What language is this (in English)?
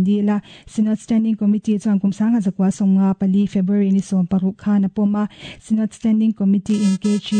Mizo